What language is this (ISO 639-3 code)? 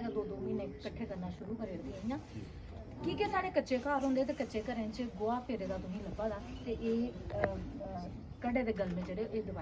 doi